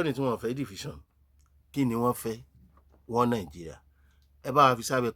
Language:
Yoruba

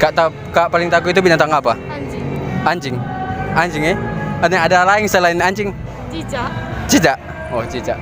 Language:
Manado Malay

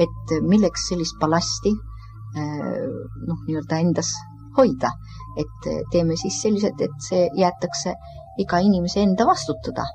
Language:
Estonian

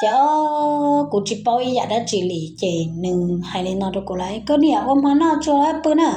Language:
Hmong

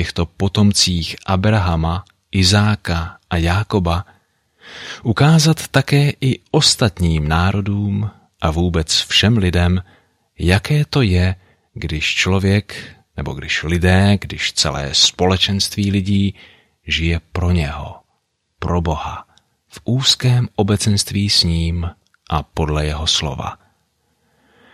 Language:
Czech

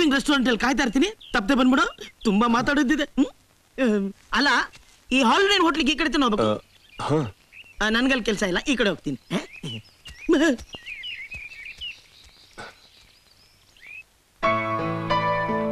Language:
Kannada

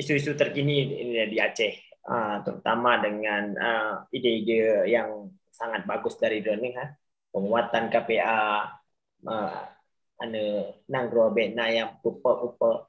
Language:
Achinese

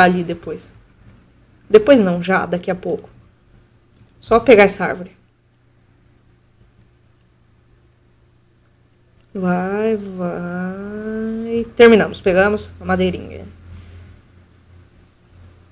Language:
Portuguese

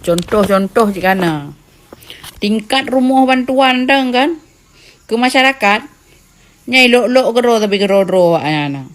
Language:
Achinese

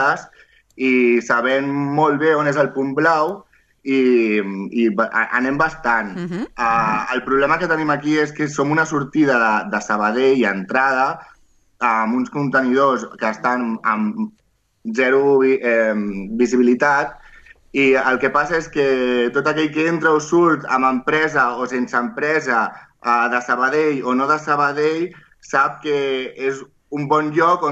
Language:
Catalan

